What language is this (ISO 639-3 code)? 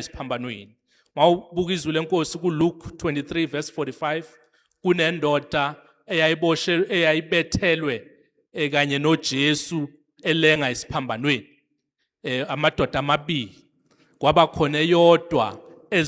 zul